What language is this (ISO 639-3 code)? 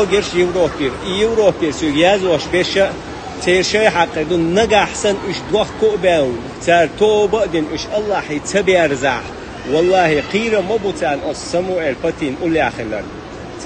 che